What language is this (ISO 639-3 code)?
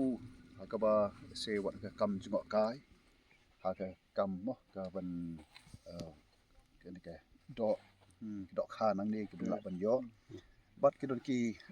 kha